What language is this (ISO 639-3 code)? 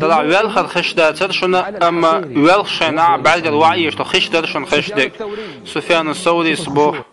che